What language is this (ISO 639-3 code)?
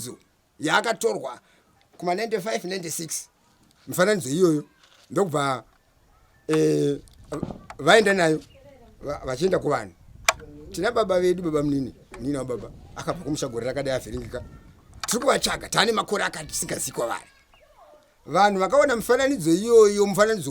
sna